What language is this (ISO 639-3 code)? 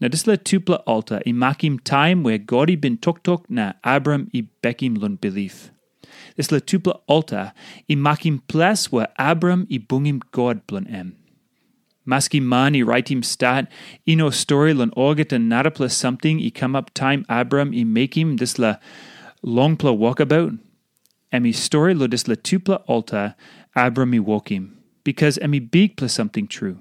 tpi